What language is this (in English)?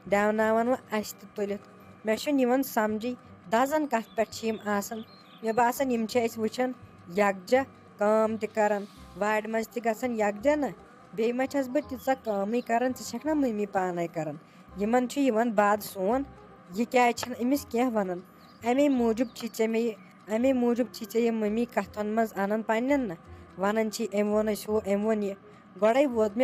Kashmiri